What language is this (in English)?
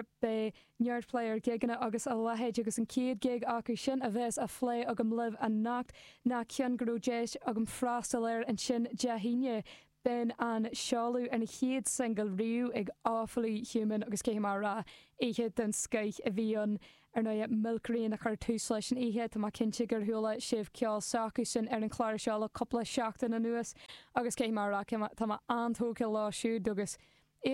Irish